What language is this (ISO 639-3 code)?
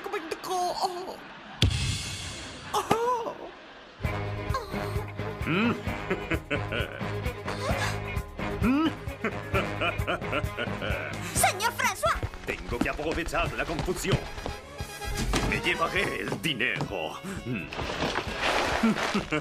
spa